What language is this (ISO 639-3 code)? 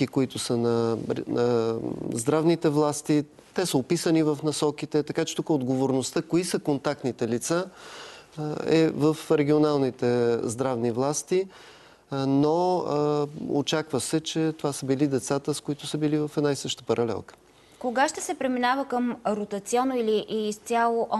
bul